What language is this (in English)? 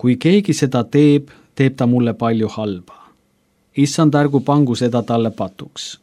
Estonian